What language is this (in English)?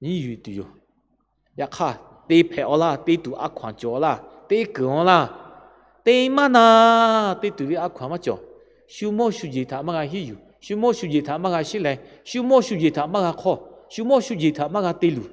Lahu